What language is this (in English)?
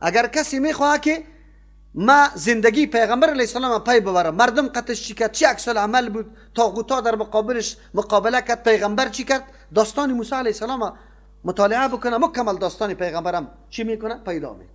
Persian